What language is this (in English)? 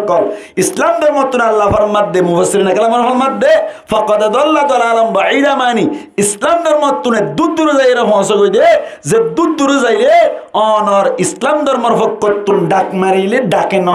Rohingya